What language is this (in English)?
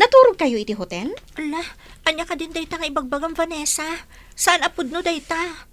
Iloko